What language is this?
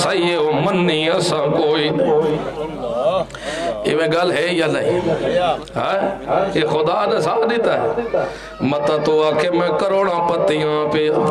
Urdu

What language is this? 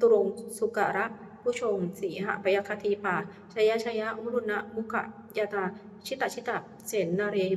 Pali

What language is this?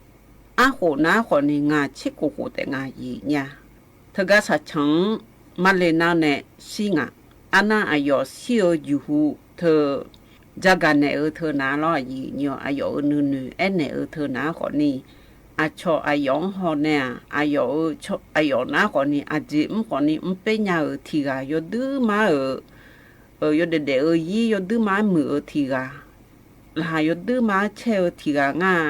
Akha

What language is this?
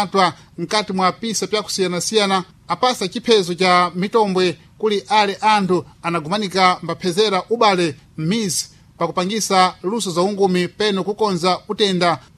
Sena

